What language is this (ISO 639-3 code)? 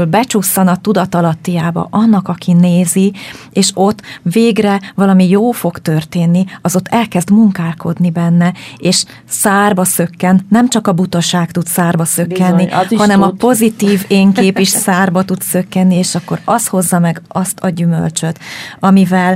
hun